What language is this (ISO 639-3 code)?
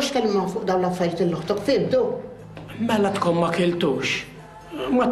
mlt